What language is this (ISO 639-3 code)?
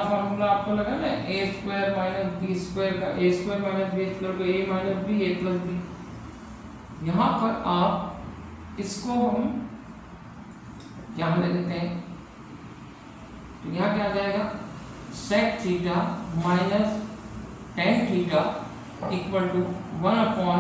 hin